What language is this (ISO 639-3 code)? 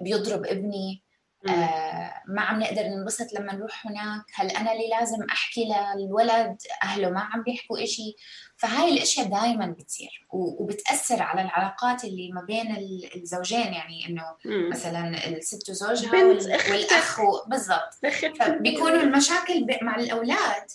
apc